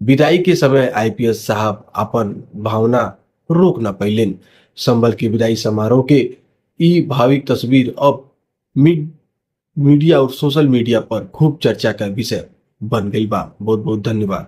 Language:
Bhojpuri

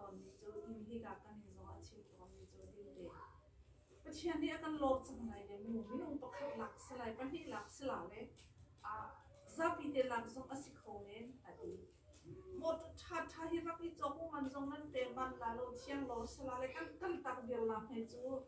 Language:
Hakha Chin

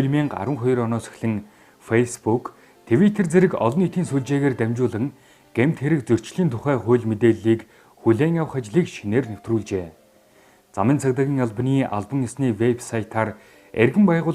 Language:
Mongolian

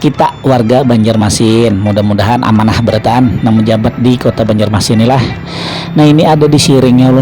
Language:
Banjar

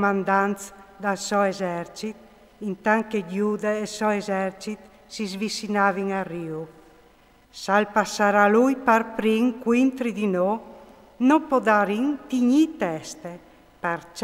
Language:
Friulian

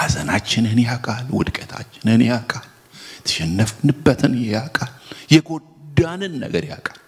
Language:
Amharic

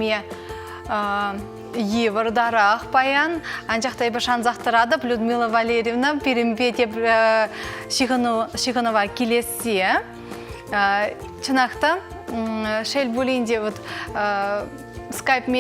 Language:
Chuvash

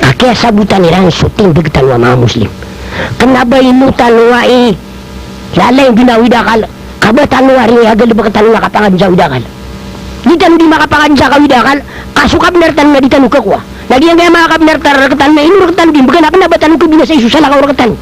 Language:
Maranao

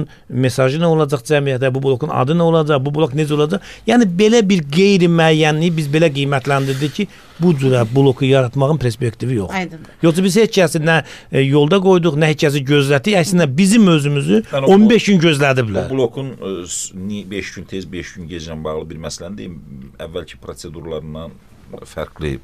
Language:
Azerbaijani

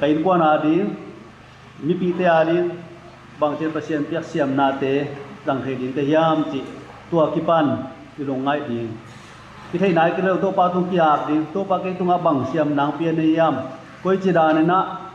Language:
Tedim Chin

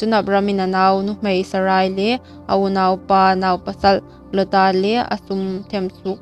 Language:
Hmar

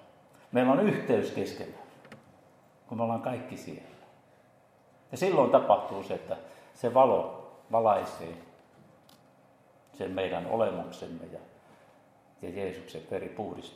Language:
Finnish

